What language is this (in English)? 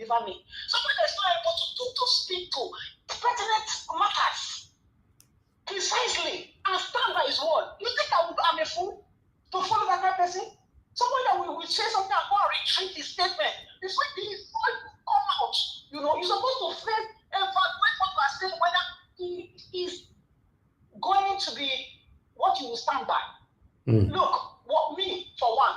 Nigerian Pidgin